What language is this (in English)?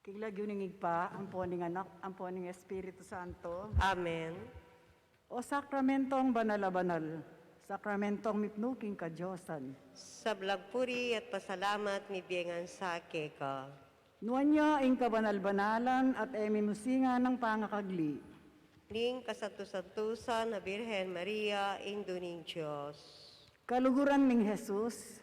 Pampanga